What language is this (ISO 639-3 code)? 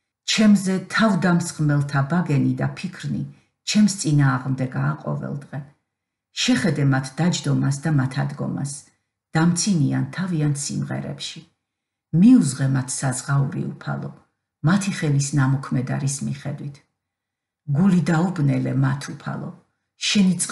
kat